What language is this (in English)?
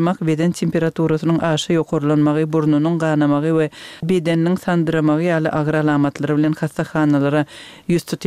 Turkmen